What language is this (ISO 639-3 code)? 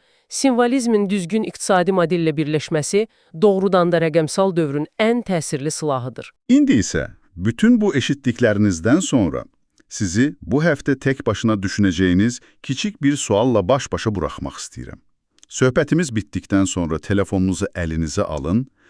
aze